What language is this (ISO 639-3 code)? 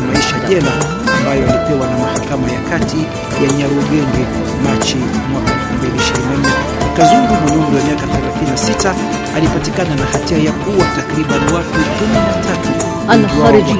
swa